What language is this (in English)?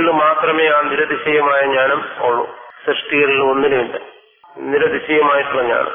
Malayalam